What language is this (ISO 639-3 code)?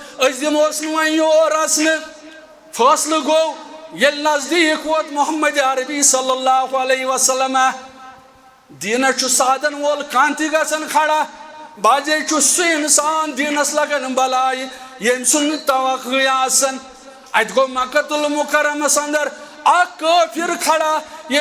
kas